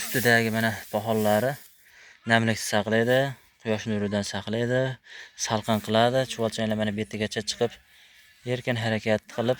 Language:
Uzbek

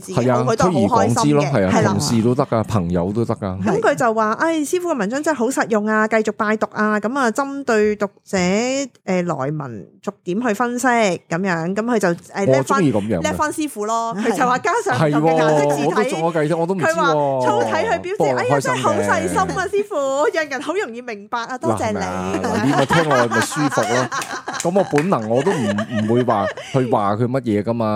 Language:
Cantonese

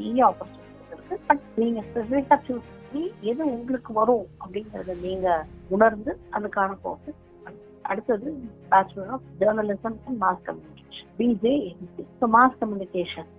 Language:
Tamil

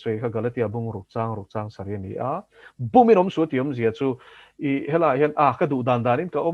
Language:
Mizo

